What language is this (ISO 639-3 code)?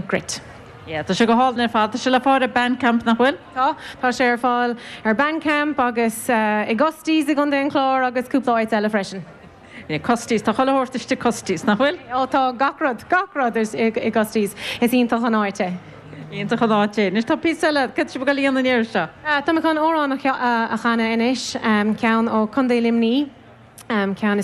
gle